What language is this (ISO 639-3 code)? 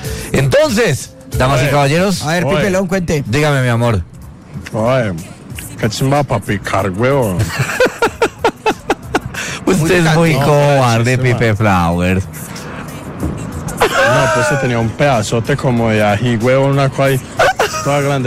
spa